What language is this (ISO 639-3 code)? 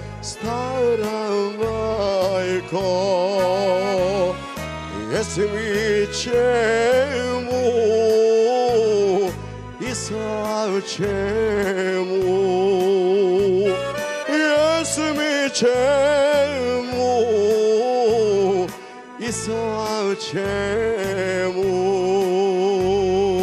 bos